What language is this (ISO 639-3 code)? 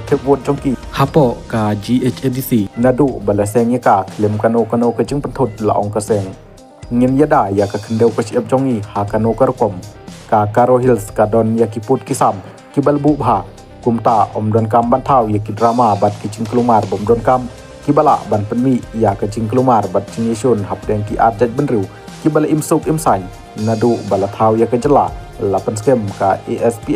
kha